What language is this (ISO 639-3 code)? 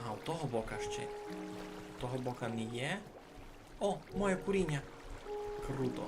rue